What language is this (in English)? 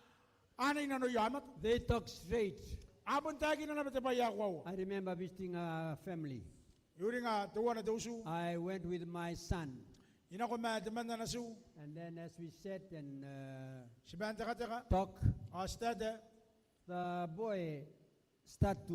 Gilbertese